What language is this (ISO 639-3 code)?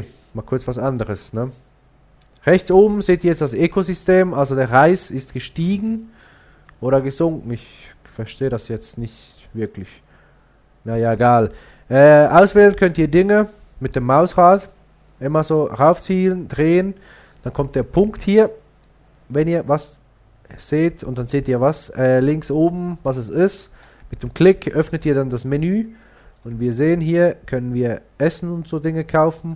gsw